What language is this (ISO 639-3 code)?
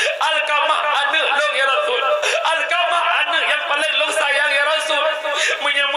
ace